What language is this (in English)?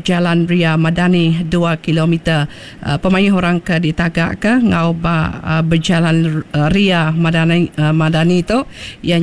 Iban